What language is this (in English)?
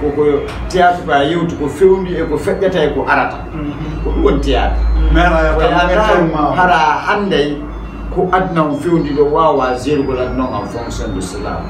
Fula